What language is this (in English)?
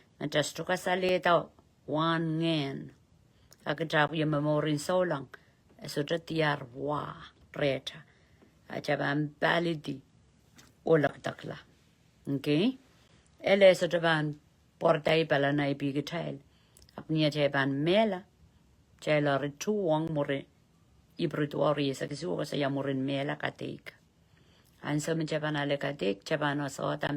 Pohnpeian